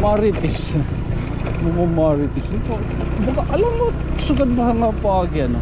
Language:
Waray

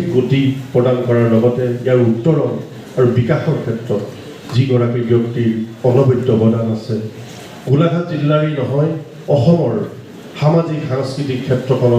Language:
Assamese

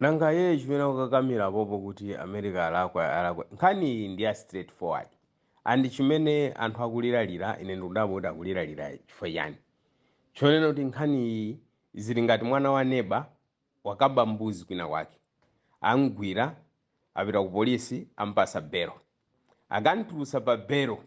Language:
Nyanja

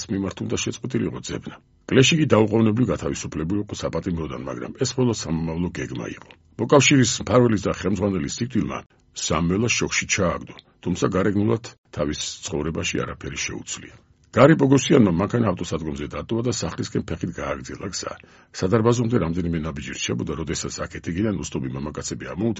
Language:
Georgian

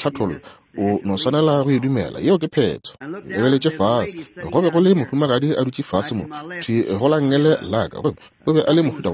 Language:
Northern Sotho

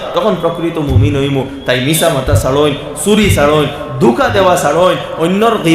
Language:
Sylheti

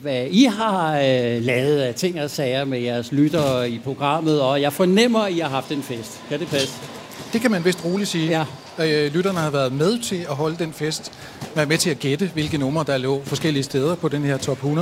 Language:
Danish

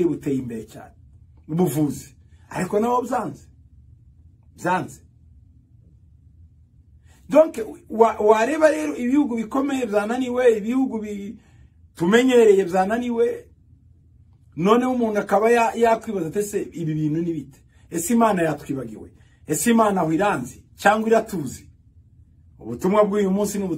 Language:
Kinyarwanda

